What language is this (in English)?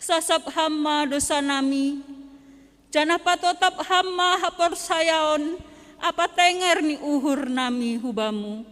Batak Simalungun